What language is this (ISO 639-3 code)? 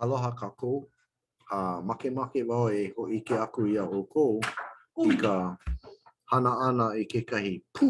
haw